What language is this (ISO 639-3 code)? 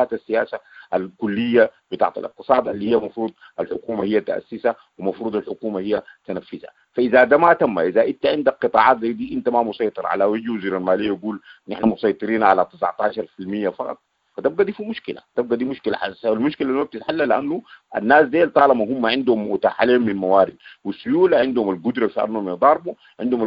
apd